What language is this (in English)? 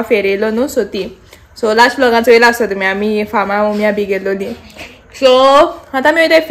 Konkani